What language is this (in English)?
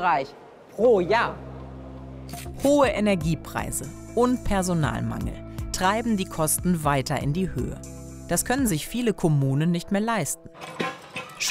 German